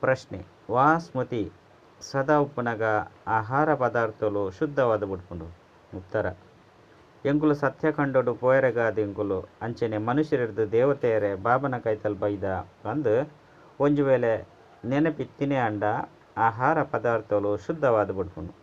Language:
Tulu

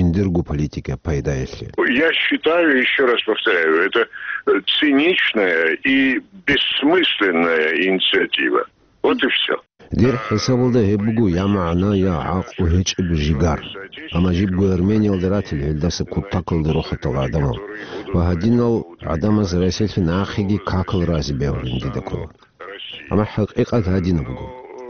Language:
Avaric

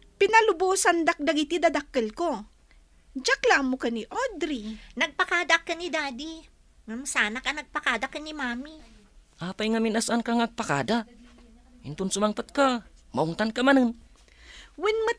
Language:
Iloko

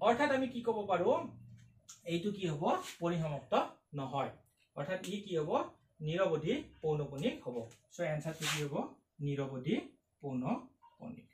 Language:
Assamese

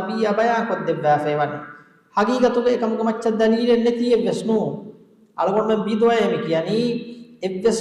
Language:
Divehi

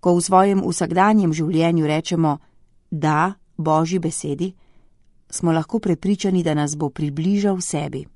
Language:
Slovenian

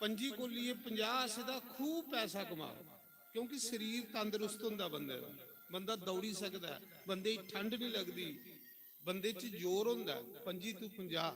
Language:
Dogri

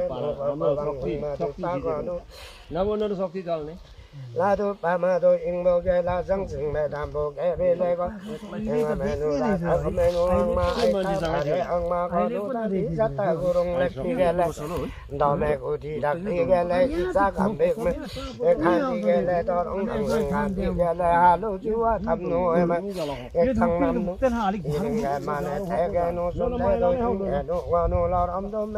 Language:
Limbu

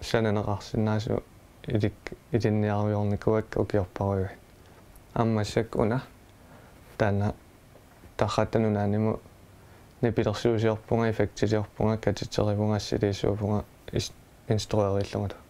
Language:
Kalaallisut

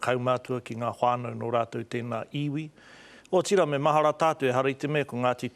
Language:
Māori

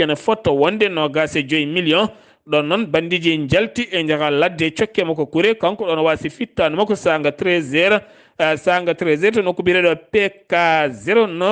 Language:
Fula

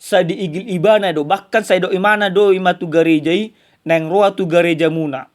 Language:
Batak Toba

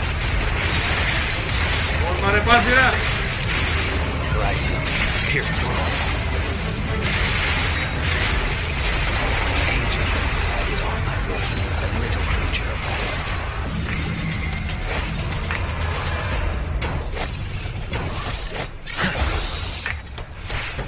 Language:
Greek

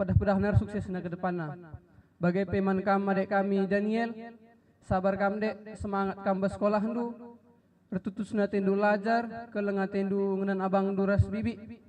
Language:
Batak Karo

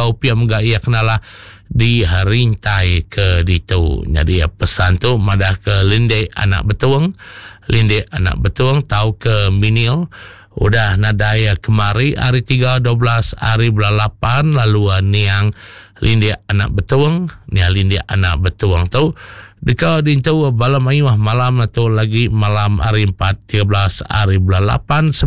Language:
Iban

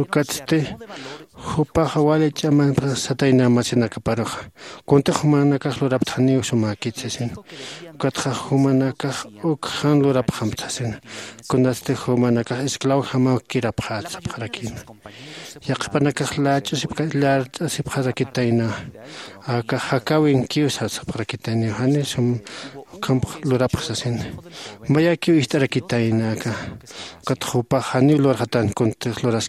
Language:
Aymara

